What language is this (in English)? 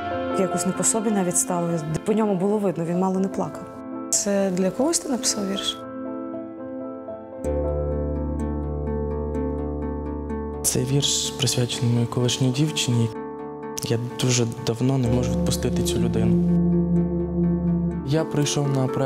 Ukrainian